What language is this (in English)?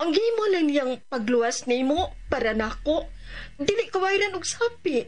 Cebuano